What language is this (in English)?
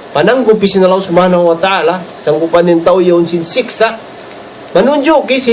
Tausug